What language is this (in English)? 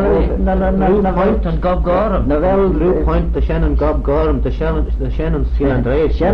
Manx